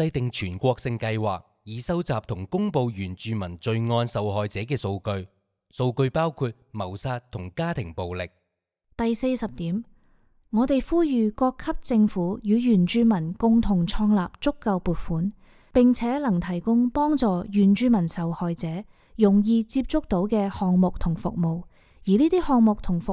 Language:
Cantonese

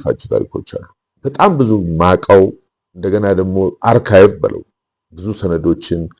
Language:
Amharic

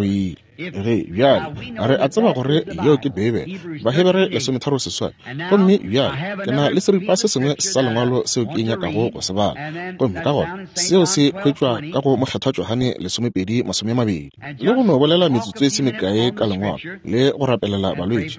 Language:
Northern Sotho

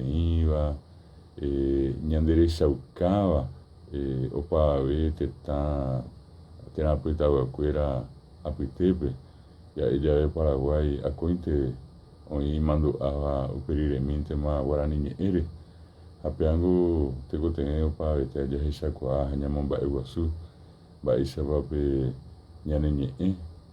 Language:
Guarani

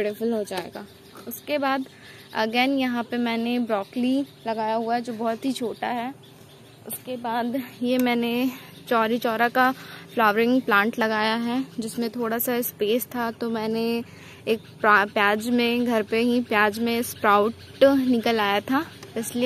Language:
Hindi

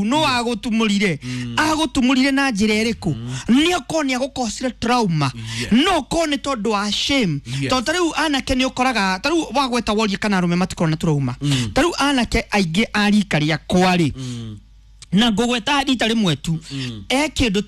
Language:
Kikuyu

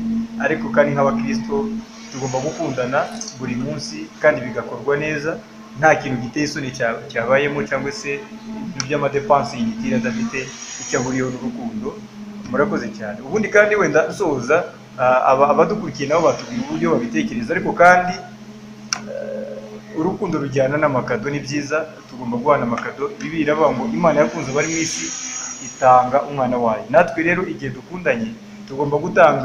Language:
Kinyarwanda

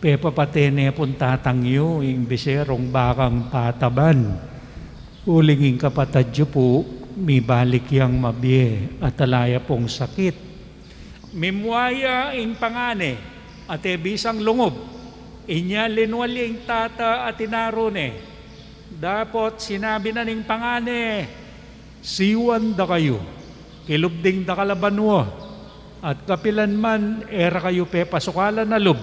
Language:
Pampanga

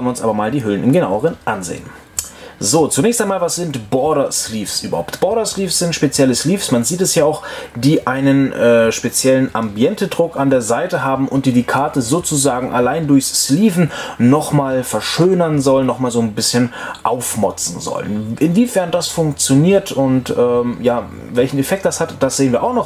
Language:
German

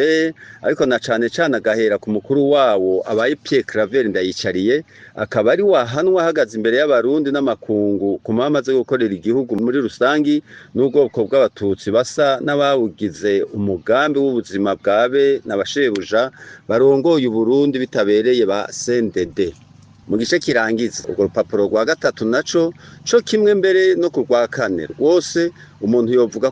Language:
Rundi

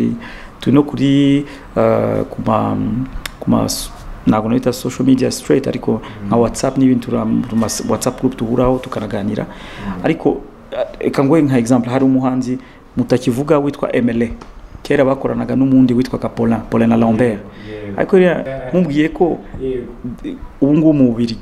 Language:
Kinyarwanda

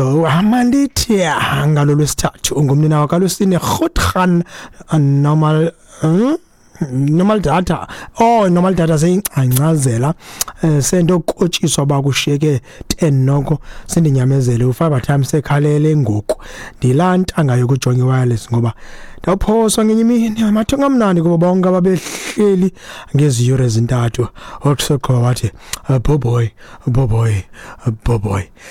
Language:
Xhosa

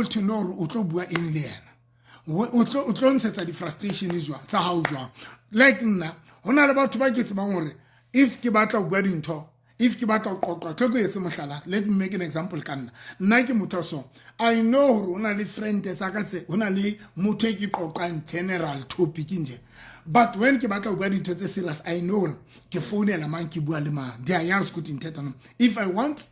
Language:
Southern Sotho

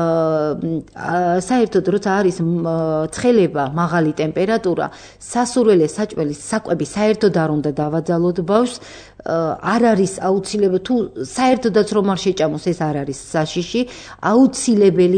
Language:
Georgian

